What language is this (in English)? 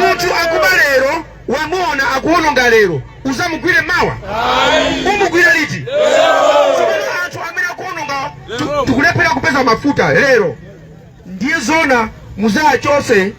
Nyanja